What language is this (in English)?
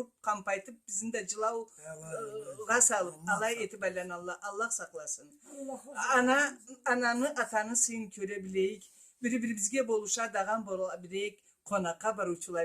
Karachay-Balkar